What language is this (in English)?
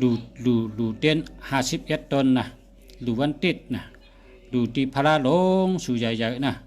Shan